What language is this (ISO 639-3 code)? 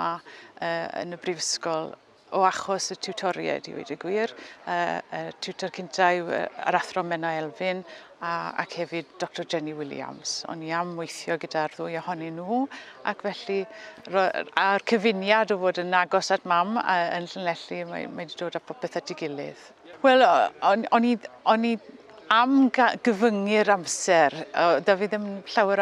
cym